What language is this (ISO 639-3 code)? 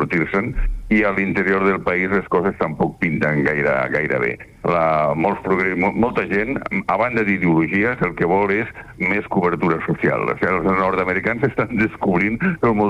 cat